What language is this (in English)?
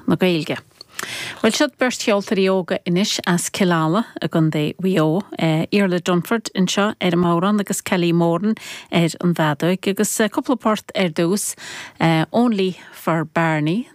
Irish